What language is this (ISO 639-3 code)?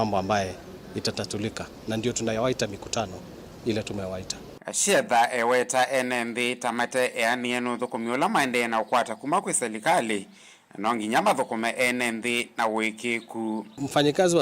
kam